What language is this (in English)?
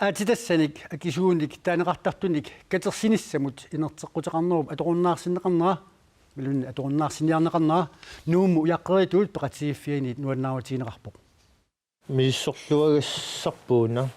Kalaallisut